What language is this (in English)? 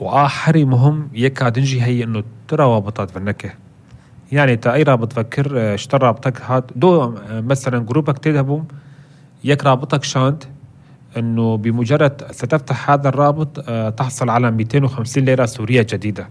North Levantine Arabic